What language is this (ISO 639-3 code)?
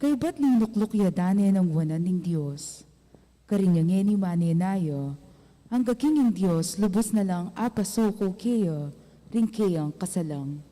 pam